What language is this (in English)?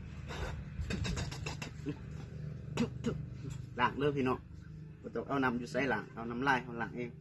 Lao